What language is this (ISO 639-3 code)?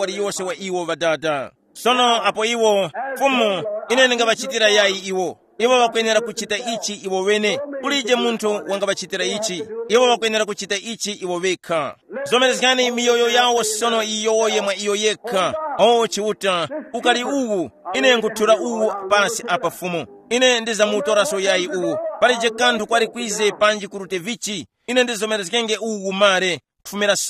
tum